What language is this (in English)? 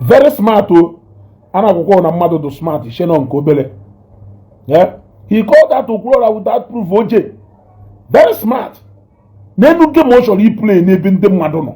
Igbo